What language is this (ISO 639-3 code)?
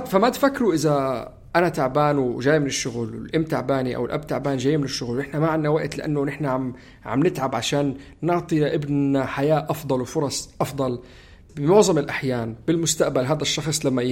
apc